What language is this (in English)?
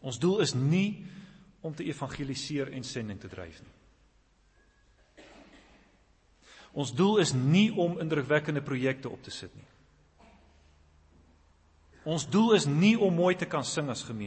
Afrikaans